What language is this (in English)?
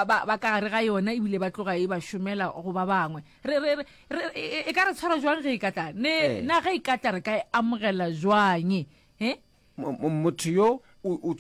Northern Sotho